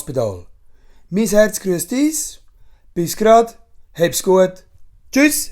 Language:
Swiss German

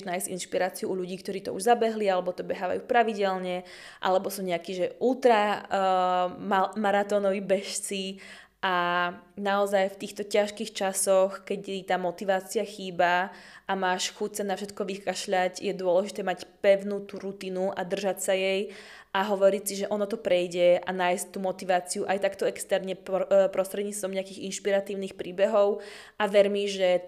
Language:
Slovak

